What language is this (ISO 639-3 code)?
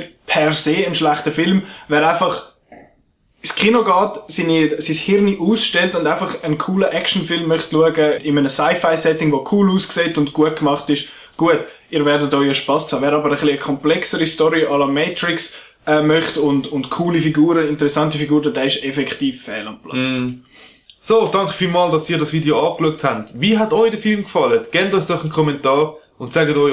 gsw